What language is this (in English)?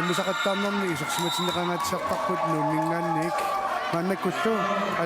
Kalaallisut